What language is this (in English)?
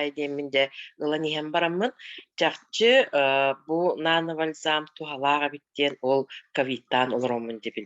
Yakut